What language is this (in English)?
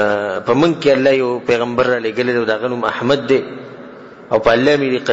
Pashto